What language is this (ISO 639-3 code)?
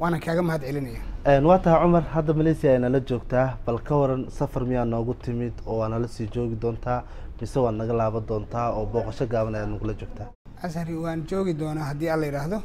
som